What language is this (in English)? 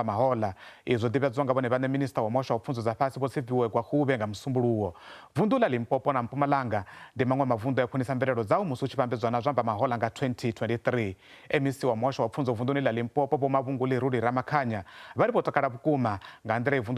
Venda